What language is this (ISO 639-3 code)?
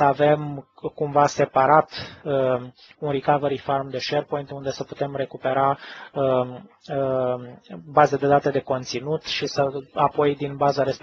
ron